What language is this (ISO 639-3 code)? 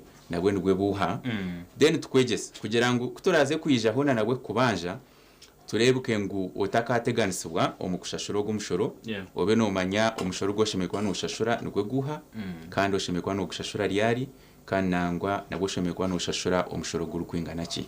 nyn